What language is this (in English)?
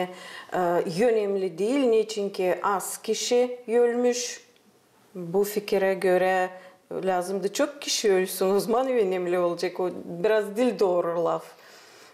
Gagauz